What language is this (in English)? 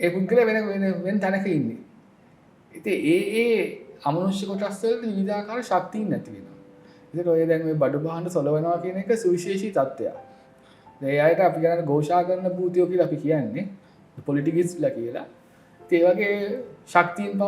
Sinhala